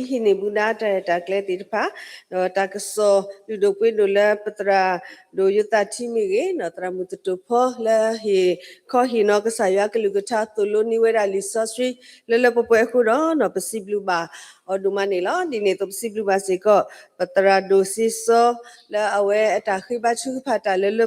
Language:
S'gaw Karen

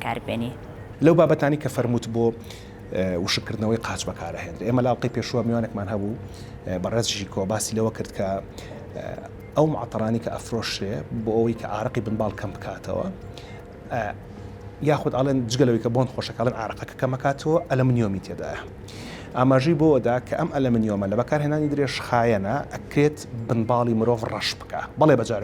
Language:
Central Kurdish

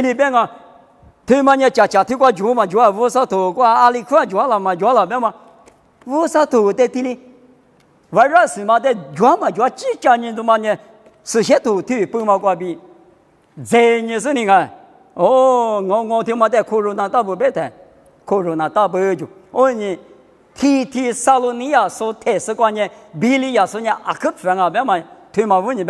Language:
Lisu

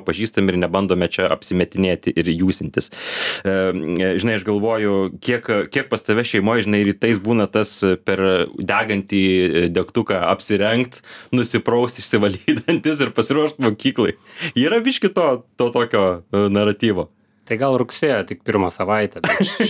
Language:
Lithuanian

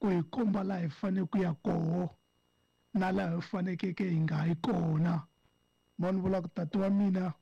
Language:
Tsonga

